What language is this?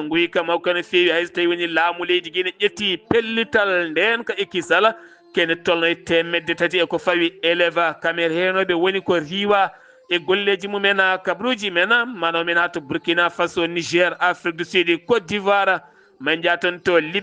Fula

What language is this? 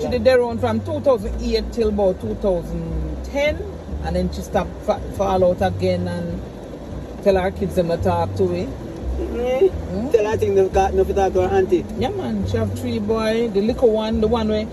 Jamaican Creole English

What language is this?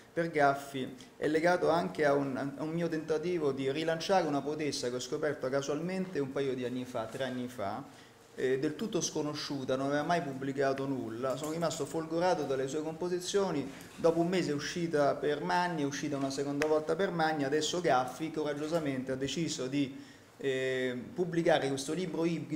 Italian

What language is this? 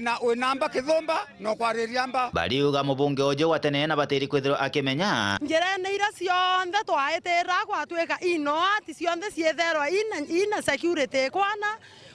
Meru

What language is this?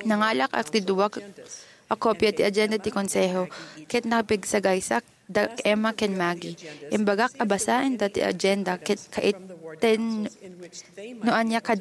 Iloko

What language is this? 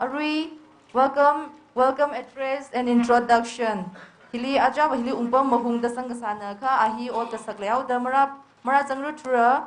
Tangkhul Naga (India)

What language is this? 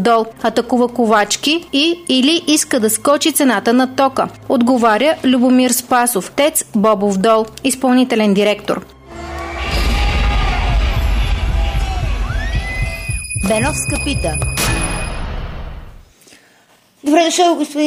Bulgarian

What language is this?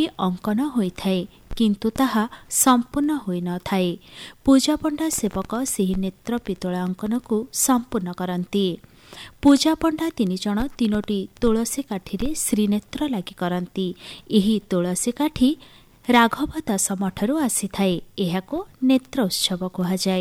Odia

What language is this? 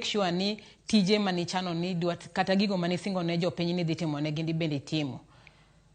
Luo (Kenya and Tanzania)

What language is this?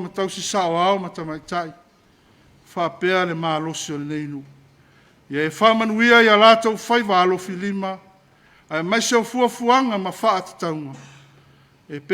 Samoan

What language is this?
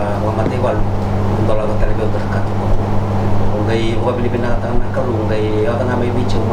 Fijian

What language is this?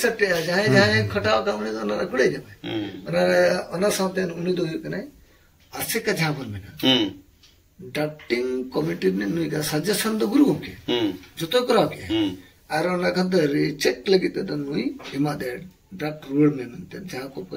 Santali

